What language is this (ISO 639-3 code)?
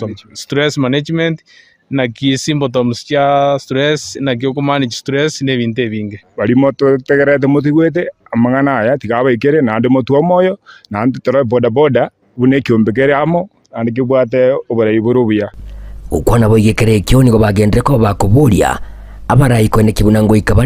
guz